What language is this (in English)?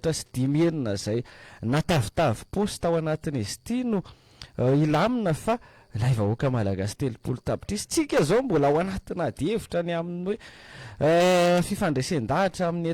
Malagasy